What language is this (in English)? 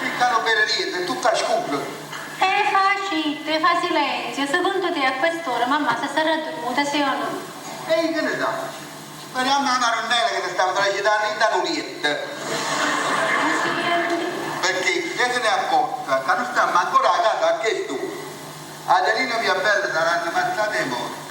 Neapolitan